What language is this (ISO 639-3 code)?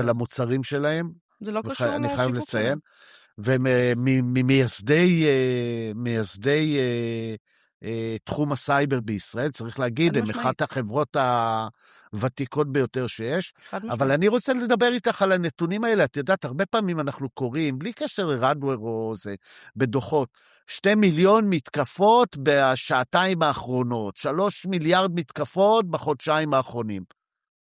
heb